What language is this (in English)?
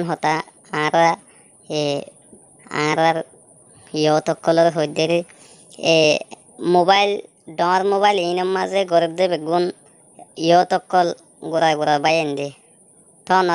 Rohingya